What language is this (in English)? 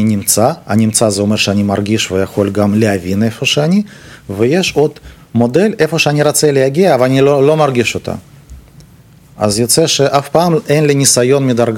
Hebrew